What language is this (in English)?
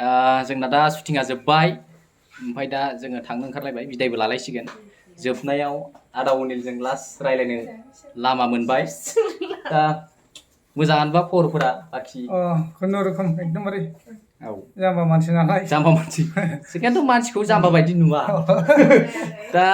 Bodo